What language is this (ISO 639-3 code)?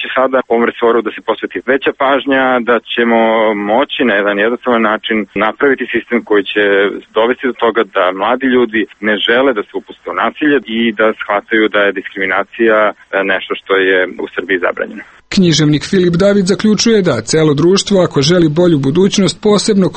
srp